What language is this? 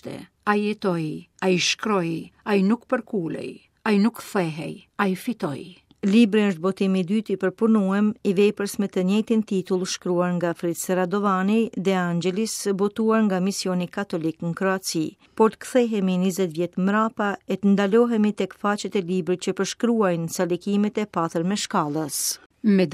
Albanian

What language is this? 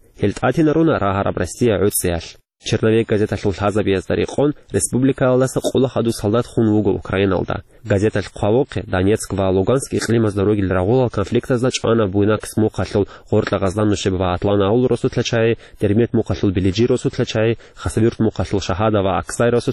Avaric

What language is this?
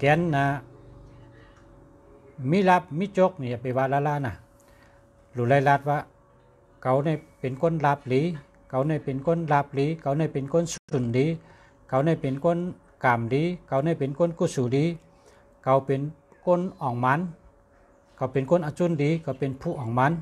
Shan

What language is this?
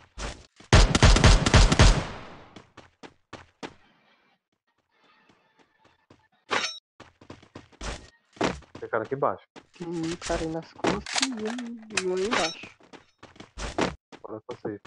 Portuguese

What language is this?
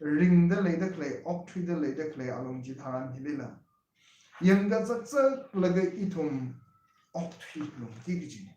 Tangkhul Naga (India)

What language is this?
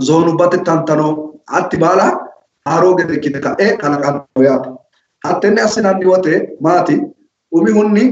Sidamo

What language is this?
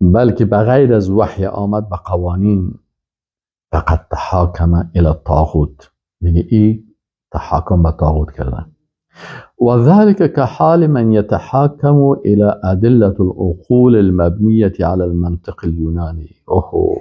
Persian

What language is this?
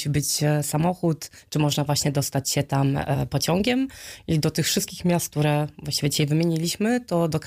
Polish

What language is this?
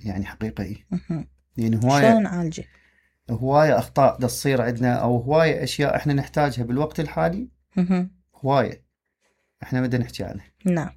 Mesopotamian Arabic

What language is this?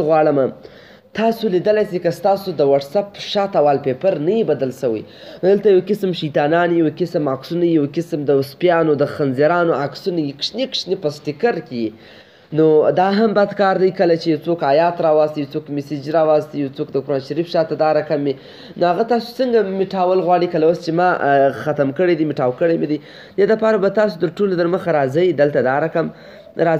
Pashto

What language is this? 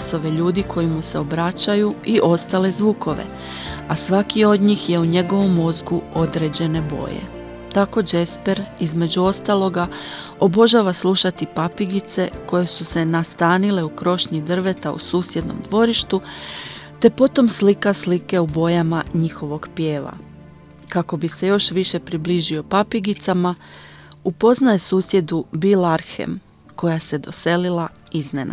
Croatian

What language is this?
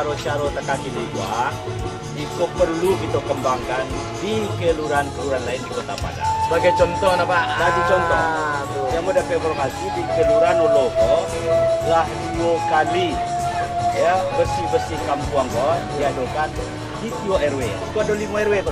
Minangkabau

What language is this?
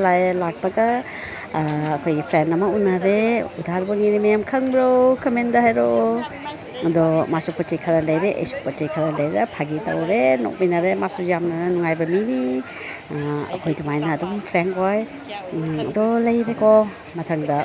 Manipuri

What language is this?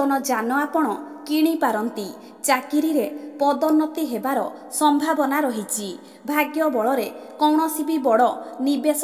Odia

